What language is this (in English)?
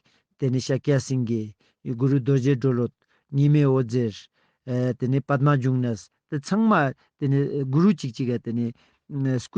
Ladakhi